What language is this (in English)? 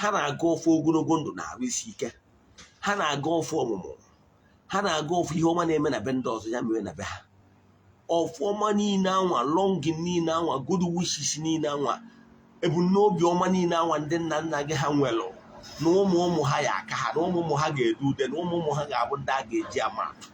Igbo